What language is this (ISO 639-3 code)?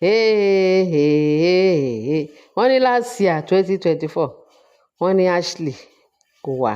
yor